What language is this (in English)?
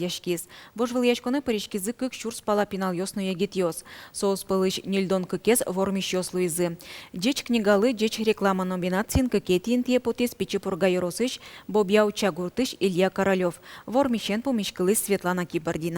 Udmurt